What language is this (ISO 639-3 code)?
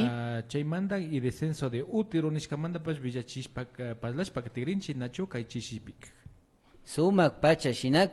qvi